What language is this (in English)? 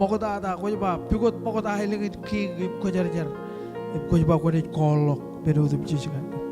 Marshallese